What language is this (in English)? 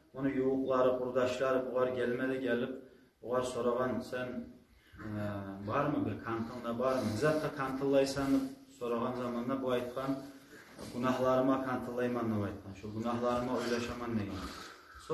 Kumyk